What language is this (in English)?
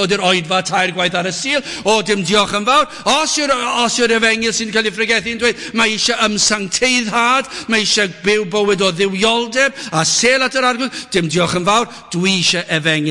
Welsh